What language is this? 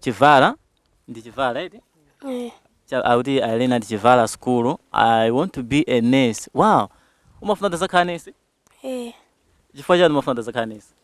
Nyanja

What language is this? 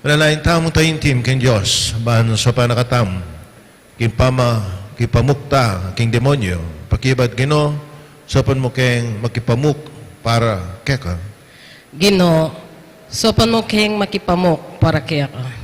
Pampanga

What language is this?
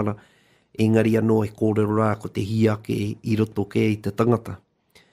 Māori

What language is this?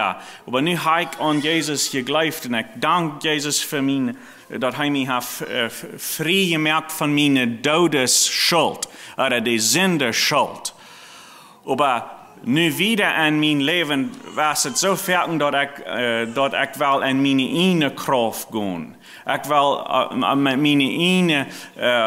Plautdietsch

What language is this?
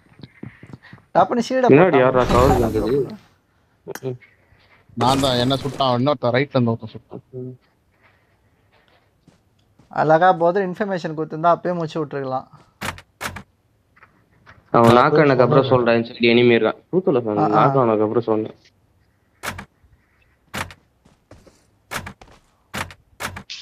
Tamil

